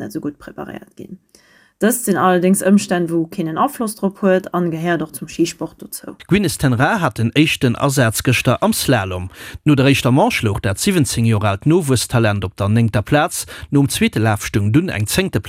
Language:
Luxembourgish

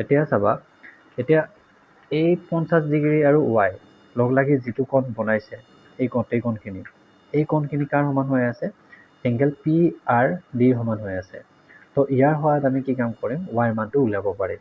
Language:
Assamese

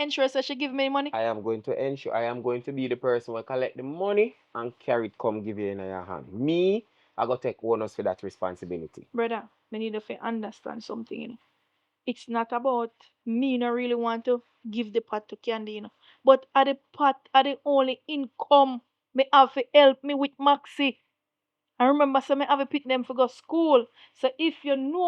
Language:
Jamaican Creole English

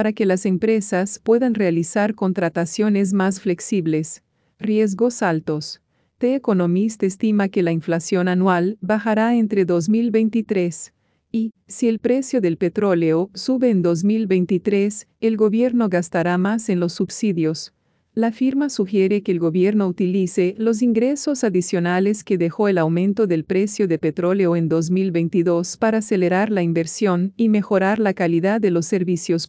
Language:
Spanish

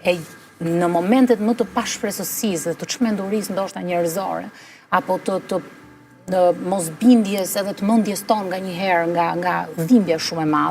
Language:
Albanian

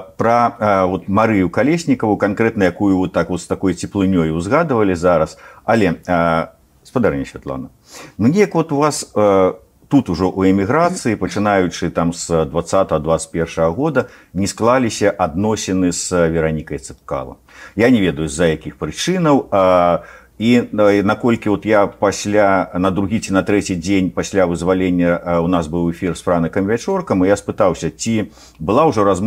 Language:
Belarusian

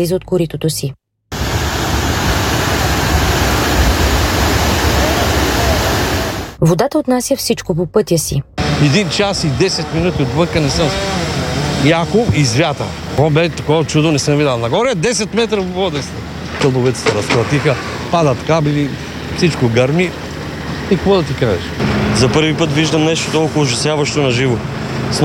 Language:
Bulgarian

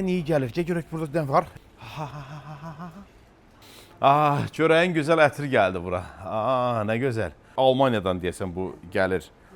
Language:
Azerbaijani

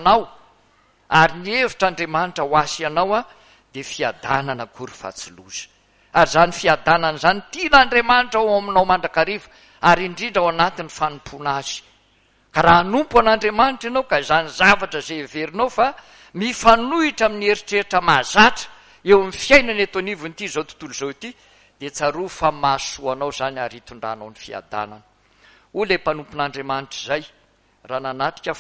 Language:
Malagasy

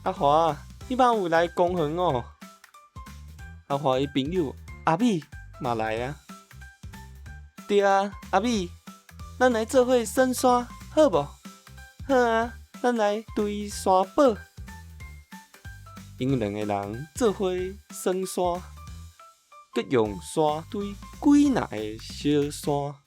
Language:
Min Nan Chinese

